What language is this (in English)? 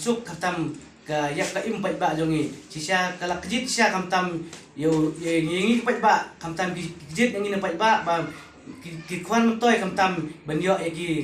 Khasi